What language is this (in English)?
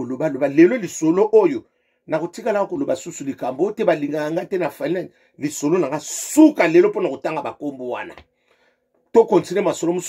Lingala